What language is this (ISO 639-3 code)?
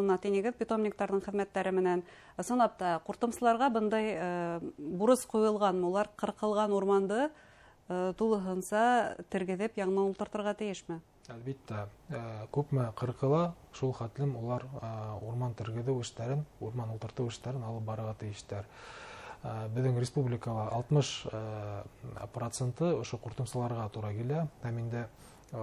bak